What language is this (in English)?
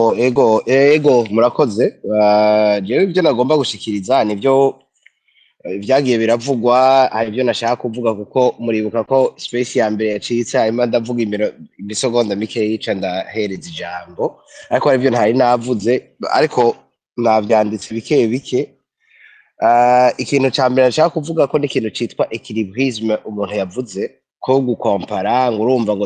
Rundi